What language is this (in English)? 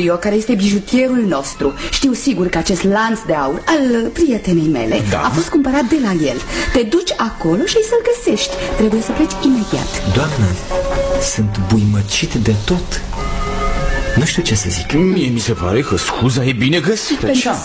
Romanian